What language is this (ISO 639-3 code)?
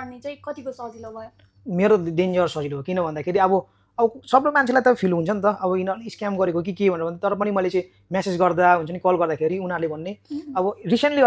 nep